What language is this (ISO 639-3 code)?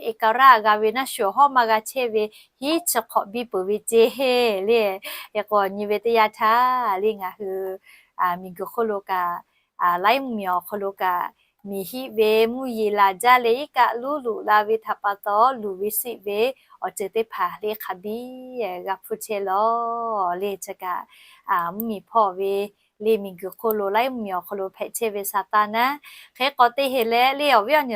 lhu